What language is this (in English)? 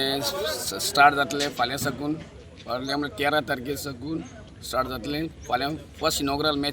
Konkani